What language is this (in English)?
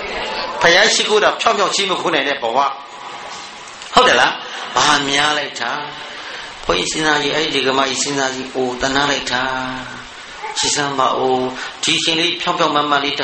Burmese